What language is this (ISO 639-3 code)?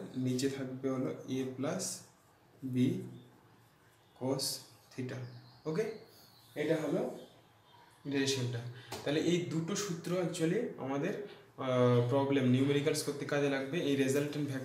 ben